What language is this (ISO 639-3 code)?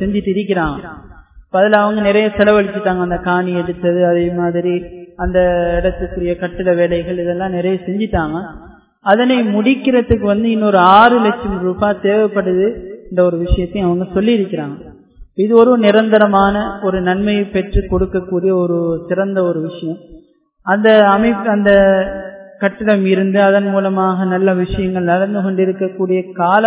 tam